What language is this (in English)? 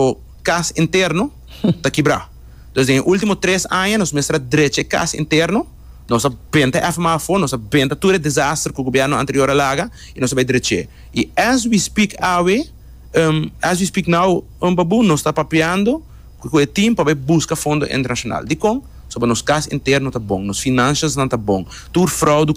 Papiamento